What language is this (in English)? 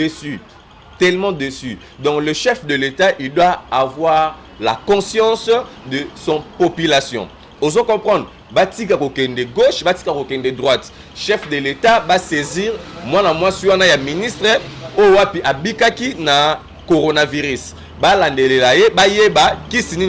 Lingala